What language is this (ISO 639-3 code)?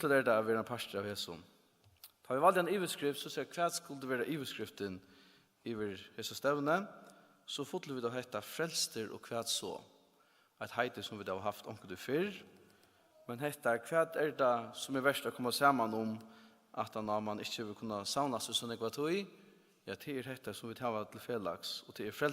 fao